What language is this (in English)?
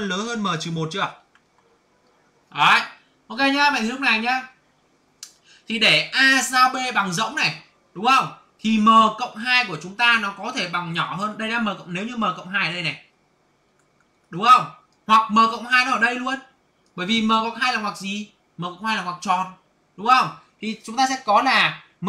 Vietnamese